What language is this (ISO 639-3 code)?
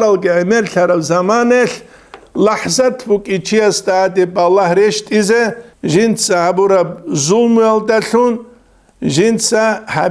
ava